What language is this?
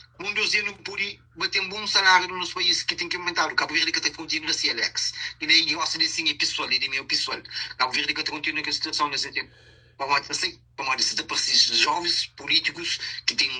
Kabuverdianu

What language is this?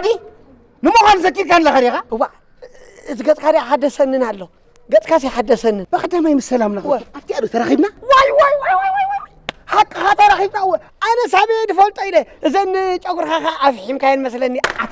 Tigrinya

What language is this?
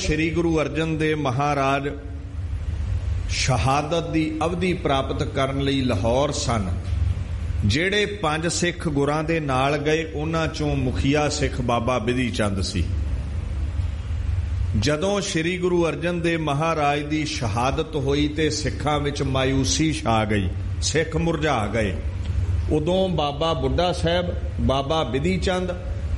Punjabi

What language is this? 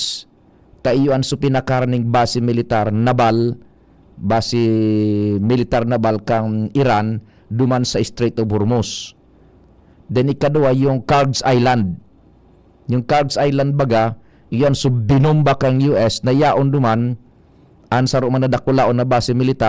Bikol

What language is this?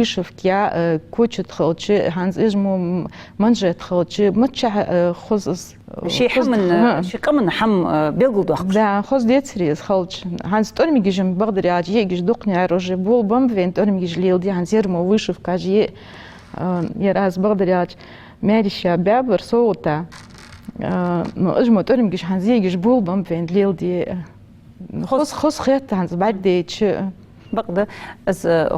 Ingush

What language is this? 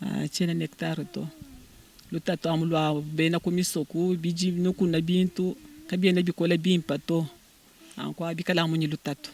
Luba-Lulua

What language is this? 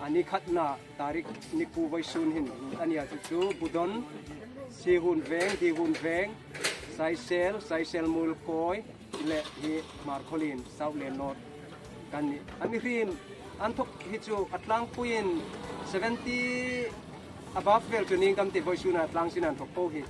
Hmar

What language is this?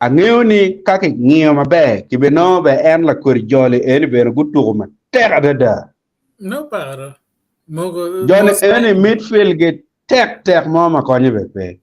Acoli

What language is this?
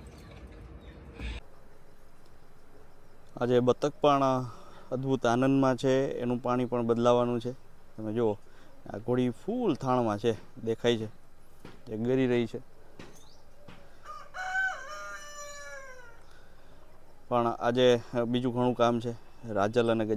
Gujarati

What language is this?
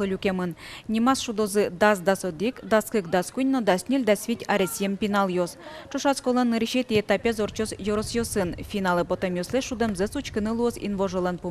Udmurt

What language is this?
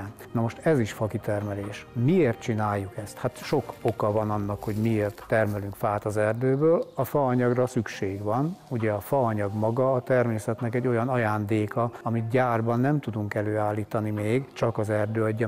Hungarian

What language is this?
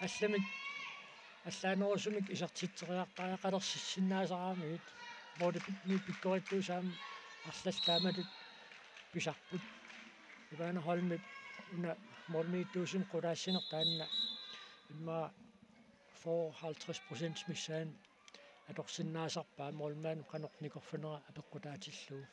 Kalaallisut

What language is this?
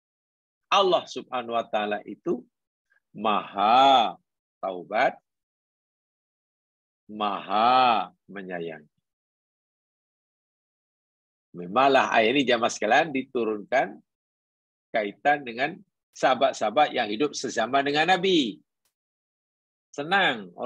Malay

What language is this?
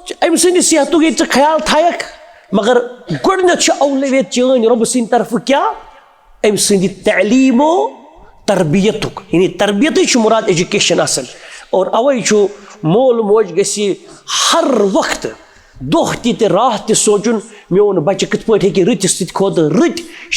Kashmiri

